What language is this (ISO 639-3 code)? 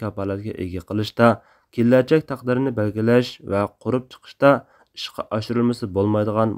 uig